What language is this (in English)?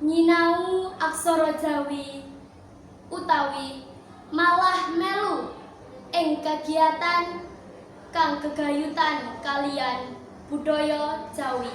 Javanese